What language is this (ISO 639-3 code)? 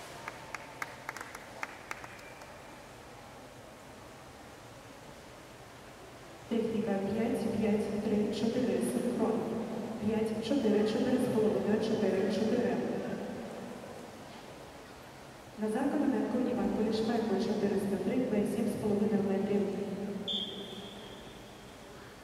ukr